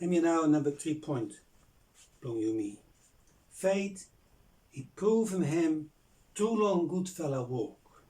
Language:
Bislama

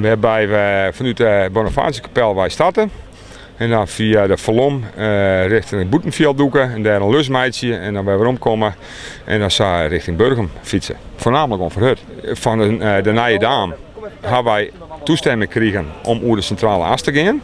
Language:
Western Frisian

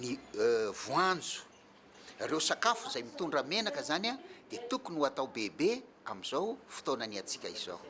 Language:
Malagasy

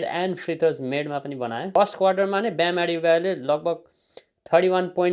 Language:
Nepali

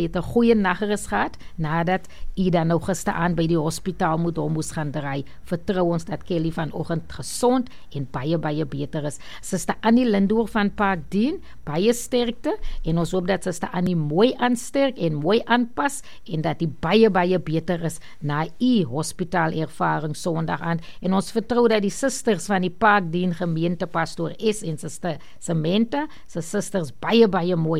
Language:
Afrikaans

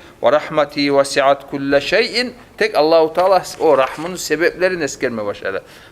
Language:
Kumyk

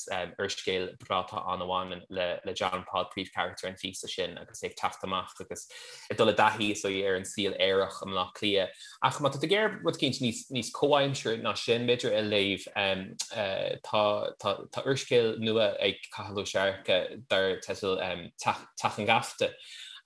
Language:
Irish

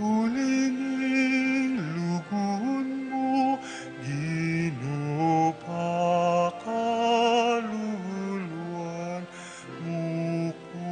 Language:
Pampanga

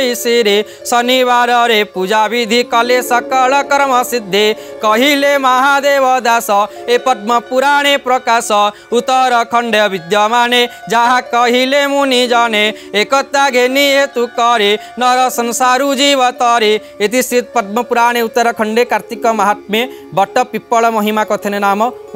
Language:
Odia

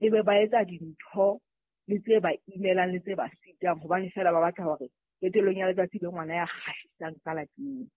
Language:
Southern Sotho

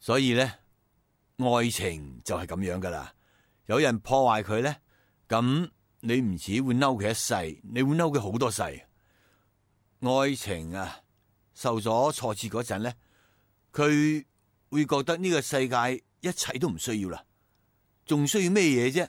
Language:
Cantonese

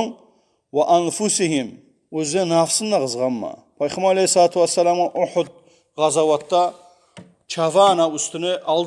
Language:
Kumyk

